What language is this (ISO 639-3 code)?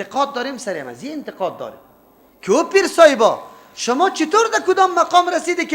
fas